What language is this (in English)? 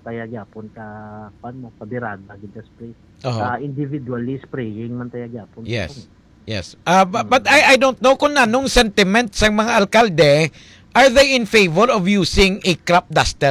Hiligaynon